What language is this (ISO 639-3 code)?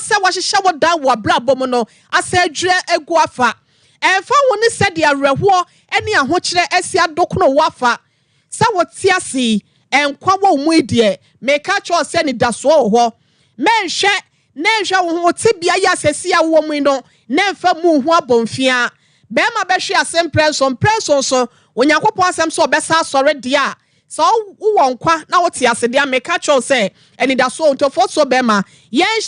aka